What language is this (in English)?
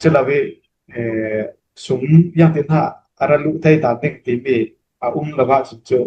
Falam Chin